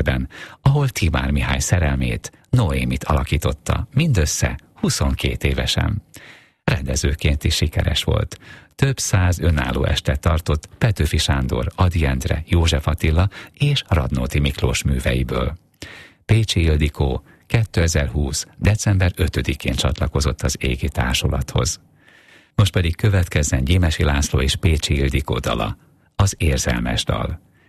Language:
Hungarian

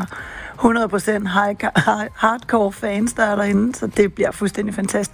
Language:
Danish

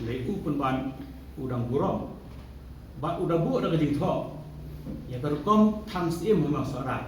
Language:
Khasi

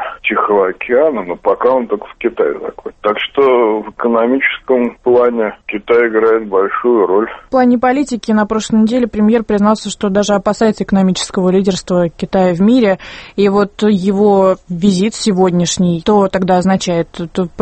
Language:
Russian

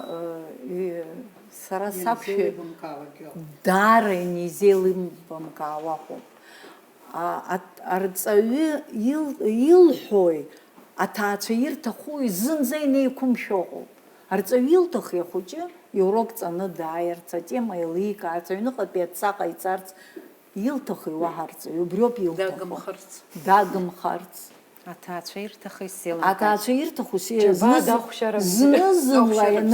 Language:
Abkhazian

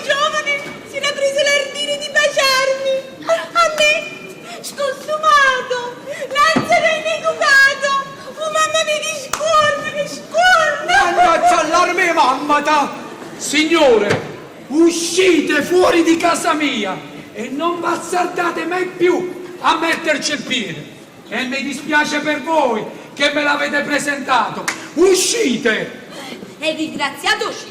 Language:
Neapolitan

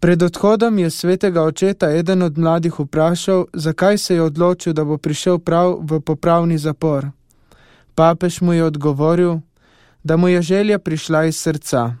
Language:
Slovenian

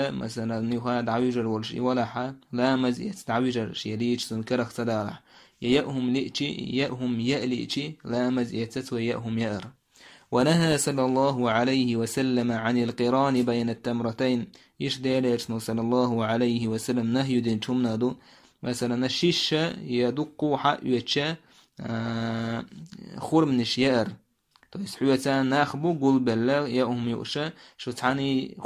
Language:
Chechen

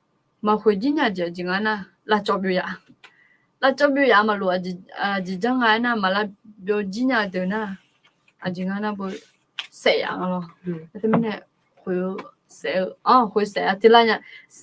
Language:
Akha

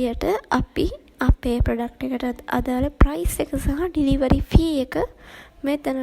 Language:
Sinhala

